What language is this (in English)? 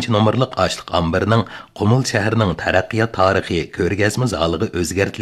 Uyghur